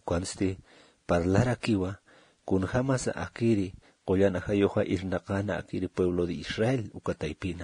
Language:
Aymara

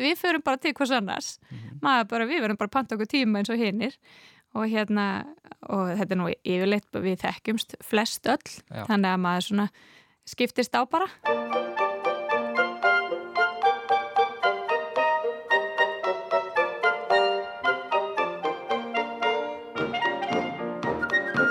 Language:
Icelandic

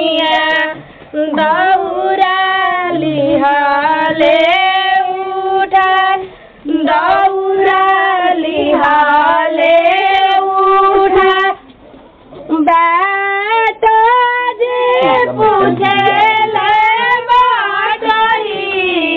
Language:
Bhojpuri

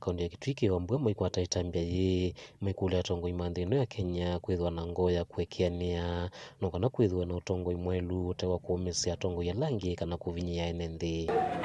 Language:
Kamba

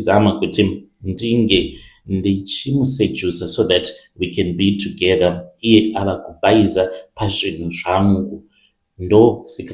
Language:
Shona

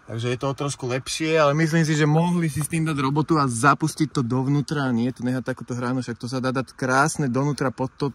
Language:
Slovak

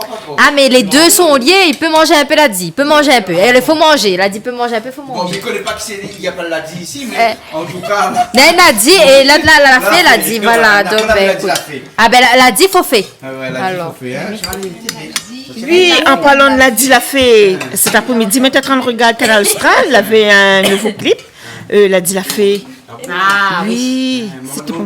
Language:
Réunion Creole French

